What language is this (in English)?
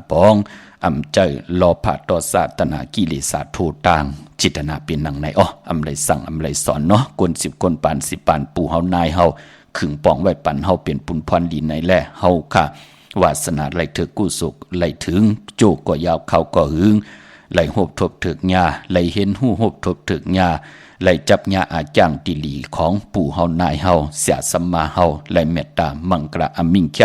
Shan